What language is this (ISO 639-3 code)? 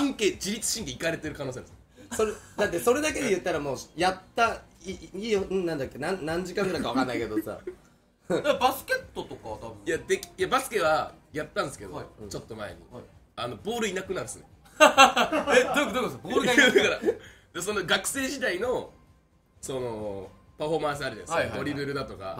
jpn